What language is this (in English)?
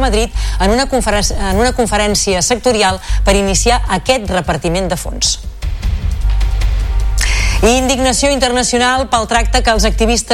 Catalan